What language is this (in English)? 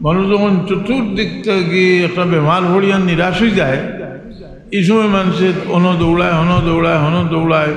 Sylheti